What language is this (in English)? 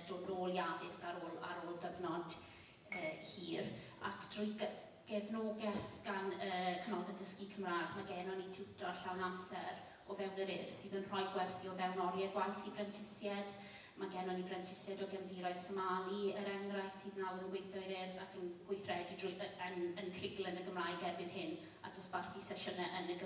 Welsh